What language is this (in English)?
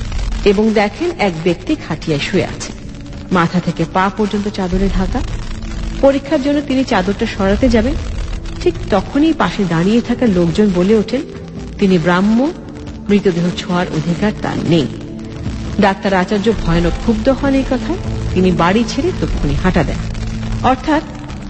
Bangla